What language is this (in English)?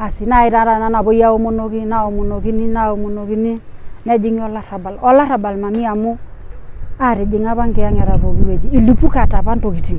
Masai